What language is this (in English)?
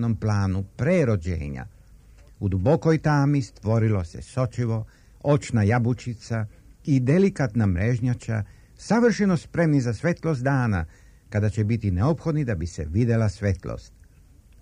Serbian